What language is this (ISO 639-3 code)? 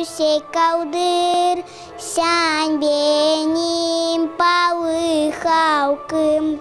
gag